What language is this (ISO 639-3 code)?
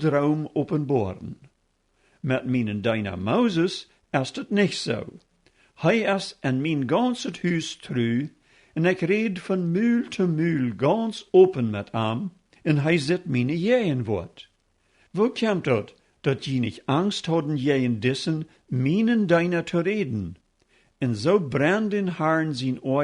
pdt